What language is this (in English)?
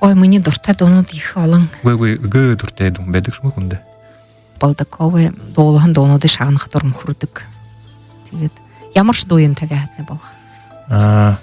Buriat